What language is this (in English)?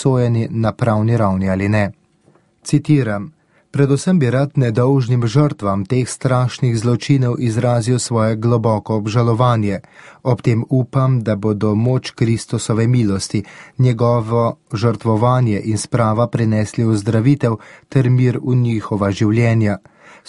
Slovenian